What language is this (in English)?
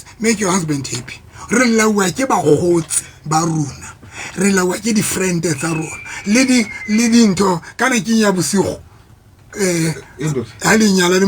Southern Sotho